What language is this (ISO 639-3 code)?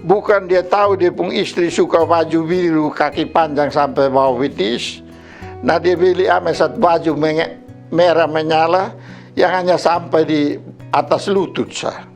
mkn